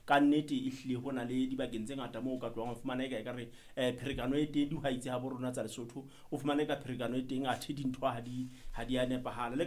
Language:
Southern Sotho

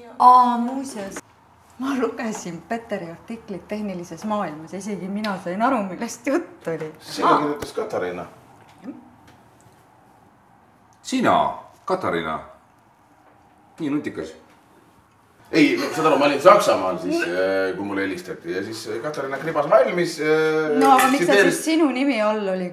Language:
Estonian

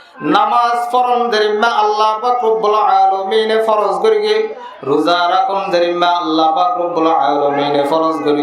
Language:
Rohingya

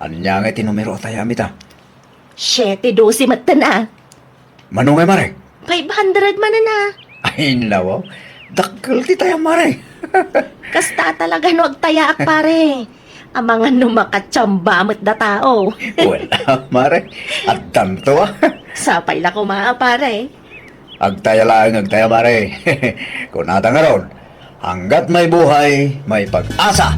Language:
Iloko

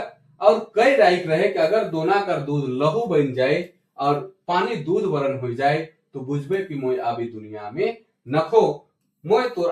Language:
Sadri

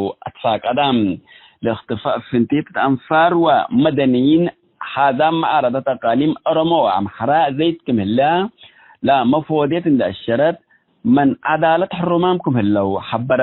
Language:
Tigre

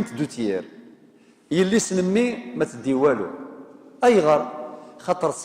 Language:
Kabyle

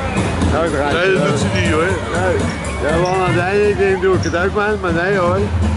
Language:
Dutch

